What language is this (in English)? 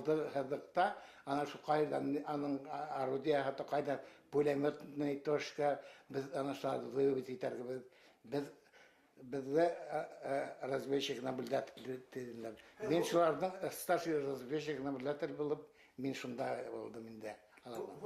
Bashkir